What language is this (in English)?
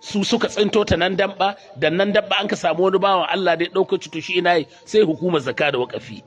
Hausa